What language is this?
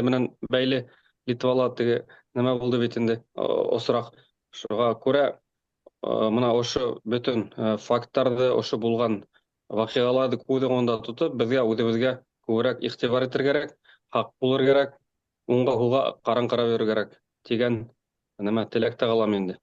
Bashkir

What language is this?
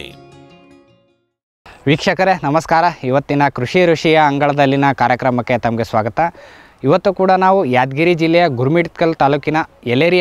Kannada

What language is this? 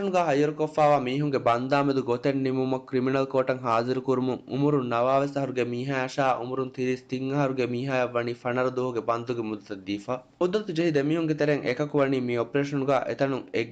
Divehi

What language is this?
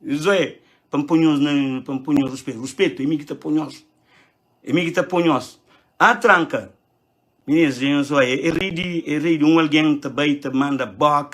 Kabuverdianu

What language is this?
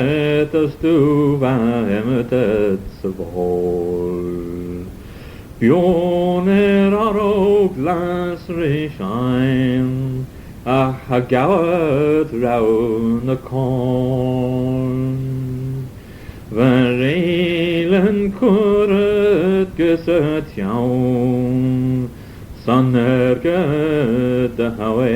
Manx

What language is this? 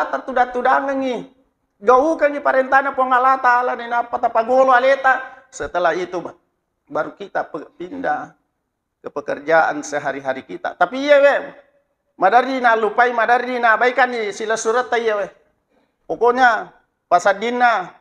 Buginese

